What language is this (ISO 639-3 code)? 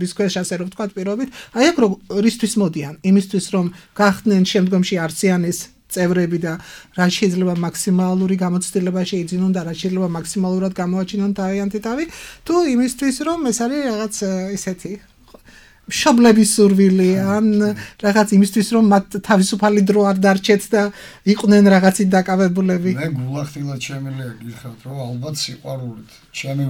kat